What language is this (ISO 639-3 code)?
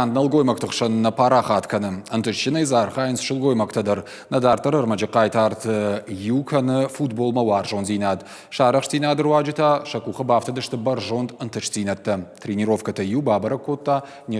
oss